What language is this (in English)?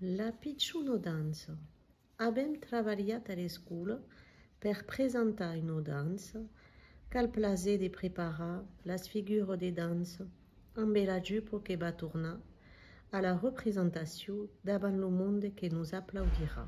Occitan